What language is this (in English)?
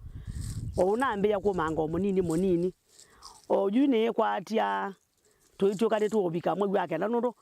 Kamba